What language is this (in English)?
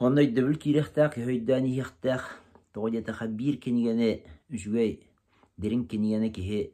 Yakut